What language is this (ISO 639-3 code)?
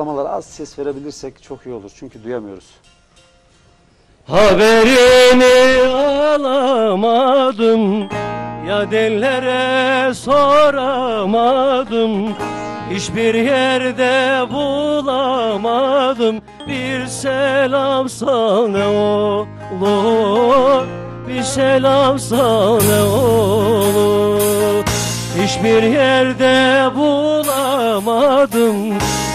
tur